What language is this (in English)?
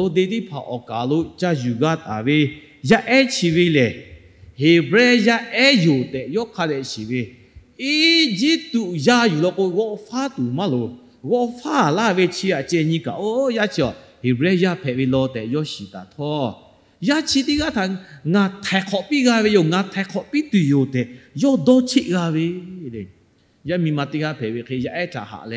Lahu